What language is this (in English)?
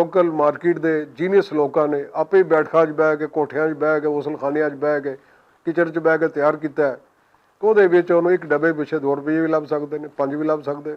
Western Panjabi